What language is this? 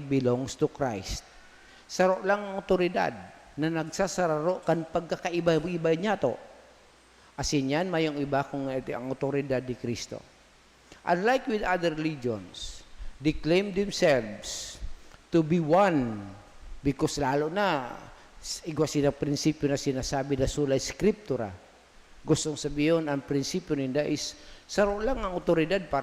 Bikol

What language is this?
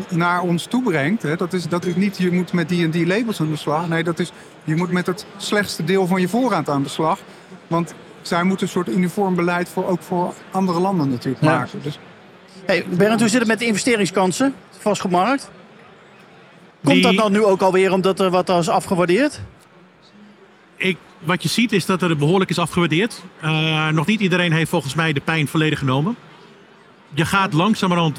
Dutch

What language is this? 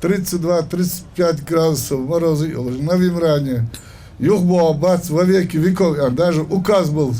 Ingush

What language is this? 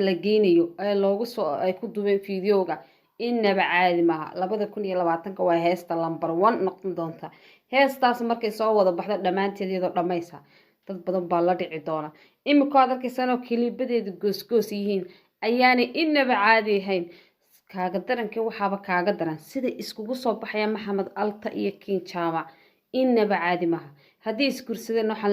Somali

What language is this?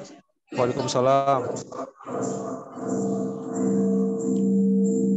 Indonesian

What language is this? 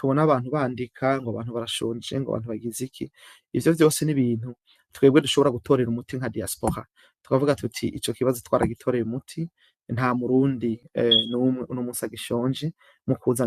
Rundi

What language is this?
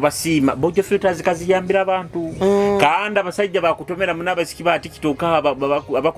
Nyoro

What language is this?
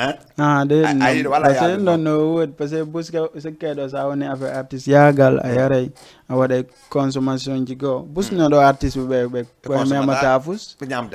Fula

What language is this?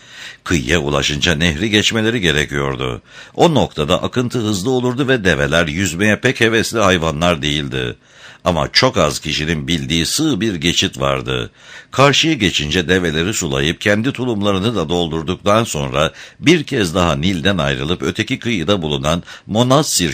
Turkish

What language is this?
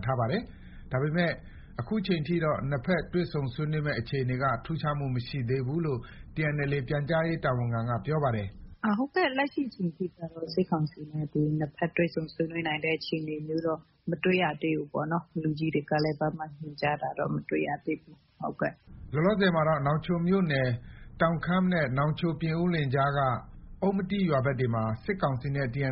Burmese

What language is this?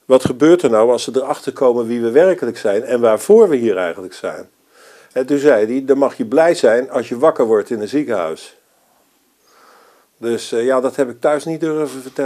Dutch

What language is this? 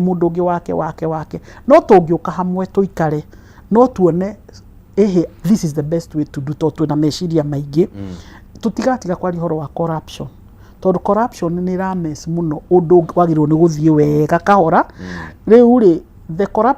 Kikuyu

